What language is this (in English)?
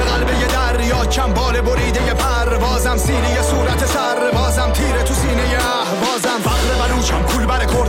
Persian